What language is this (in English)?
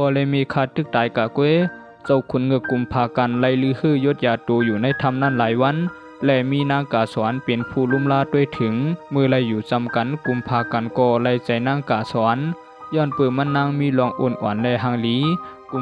Shan